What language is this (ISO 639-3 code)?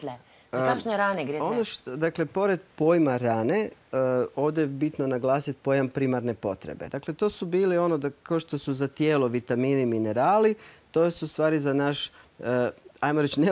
hrv